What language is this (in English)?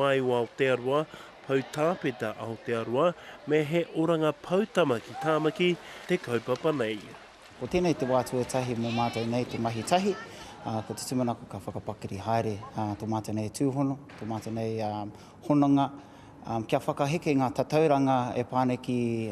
Māori